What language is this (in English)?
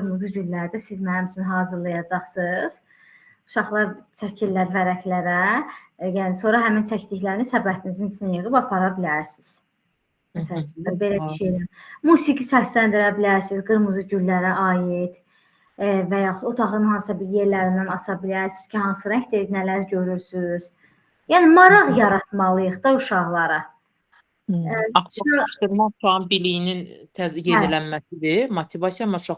Azerbaijani